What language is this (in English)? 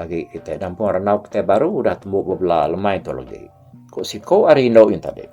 Iban